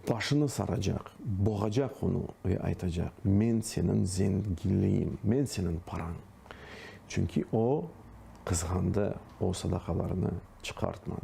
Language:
Crimean Tatar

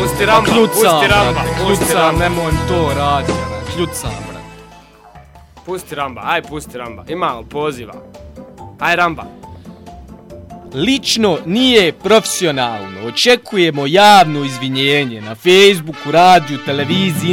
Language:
Bosnian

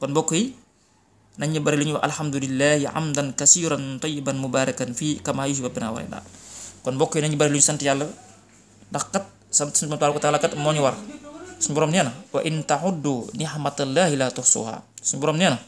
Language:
Wolof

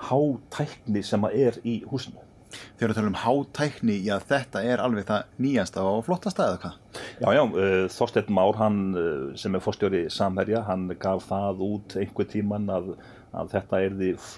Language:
Icelandic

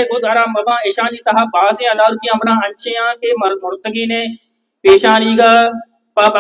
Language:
Baluchi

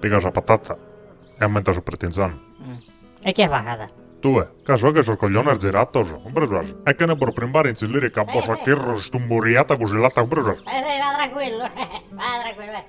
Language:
Sardinian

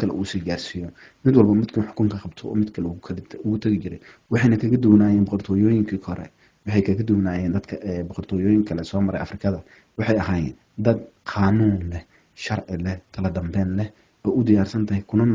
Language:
Somali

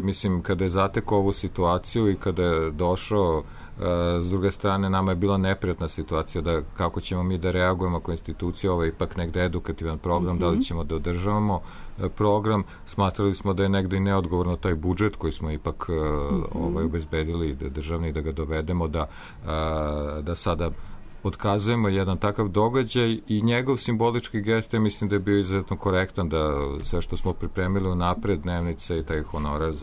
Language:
Serbian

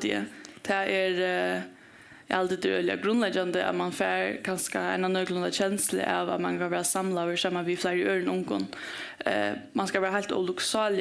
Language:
Faroese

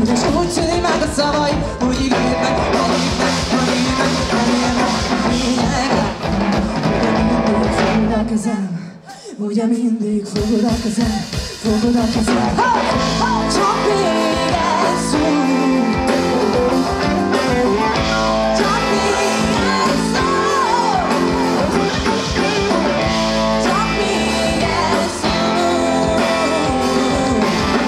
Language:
Hungarian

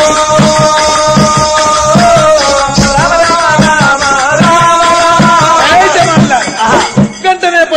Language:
Telugu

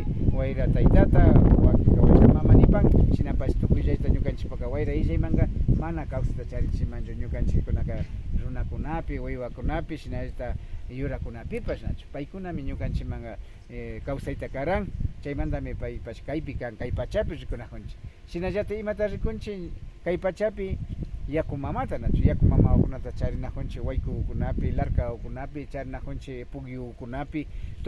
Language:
Imbabura Highland Quichua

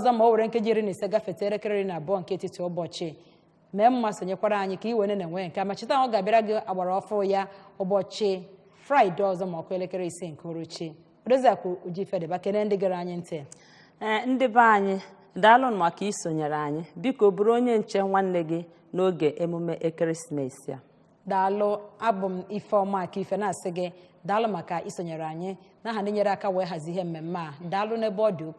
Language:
Igbo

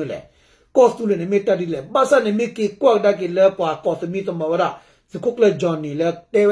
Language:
S'gaw Karen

